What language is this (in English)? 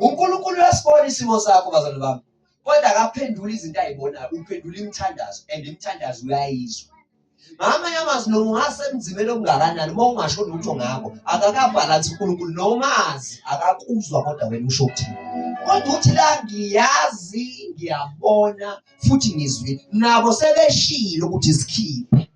Zulu